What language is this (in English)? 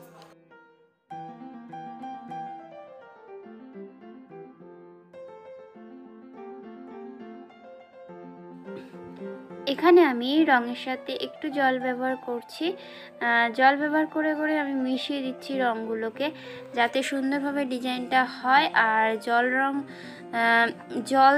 Bangla